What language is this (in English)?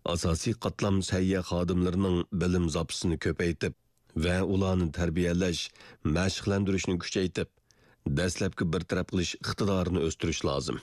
Uyghur